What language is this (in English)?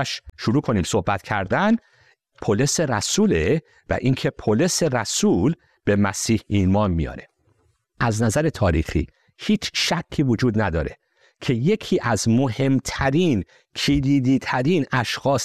Persian